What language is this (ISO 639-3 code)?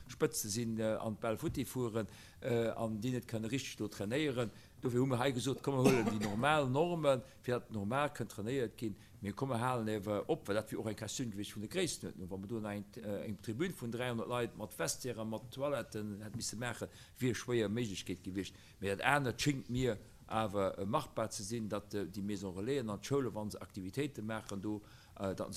ltz